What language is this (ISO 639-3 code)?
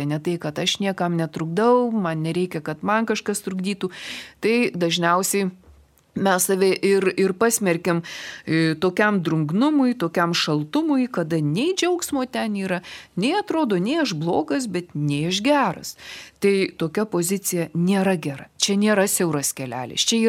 lit